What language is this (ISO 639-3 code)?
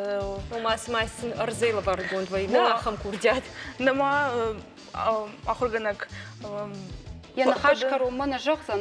oss